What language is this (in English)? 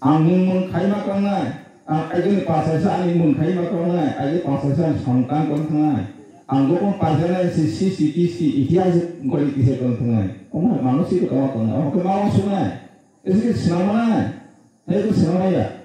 Kok Borok